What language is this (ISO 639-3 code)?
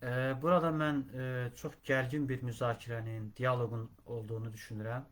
aze